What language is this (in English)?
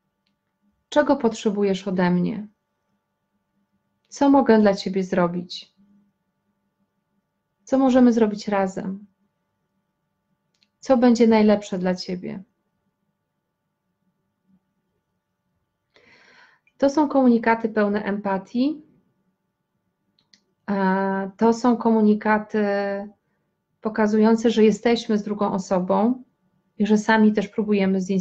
Polish